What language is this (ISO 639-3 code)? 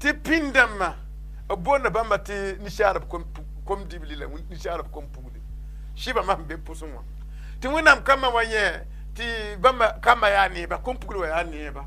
mos